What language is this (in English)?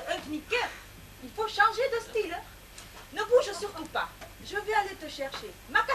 Occitan